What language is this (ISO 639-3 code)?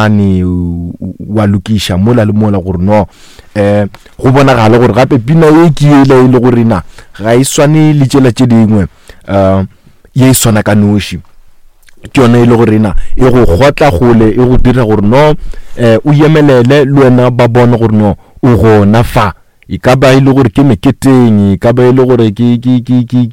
nso